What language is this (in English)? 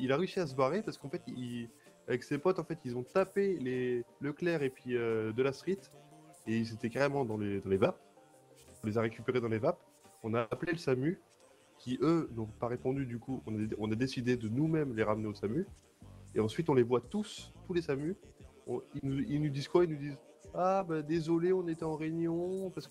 French